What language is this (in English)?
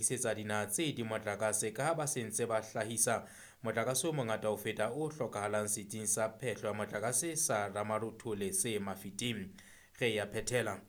Southern Sotho